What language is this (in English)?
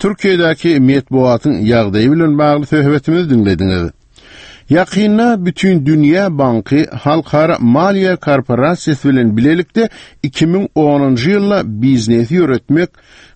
Turkmen